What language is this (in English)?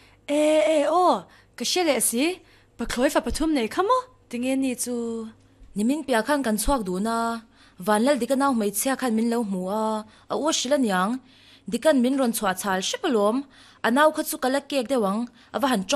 Mizo